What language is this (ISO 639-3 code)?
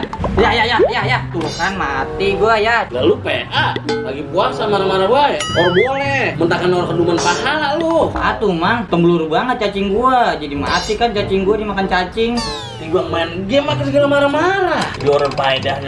bew